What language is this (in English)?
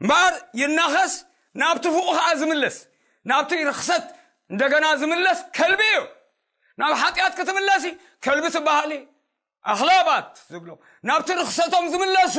Tigrinya